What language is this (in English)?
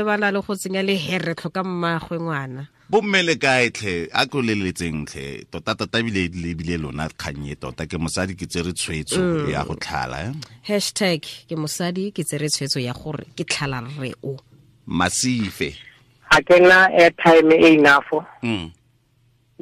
Tswana